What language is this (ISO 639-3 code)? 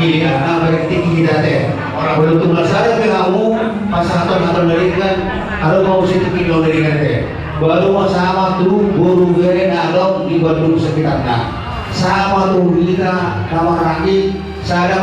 bbc